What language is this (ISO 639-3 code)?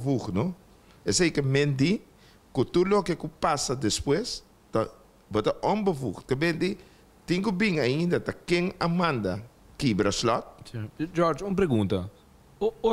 pap